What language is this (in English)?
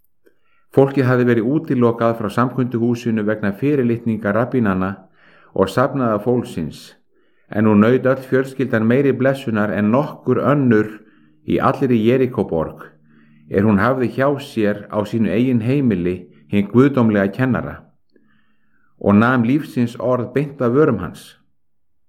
Icelandic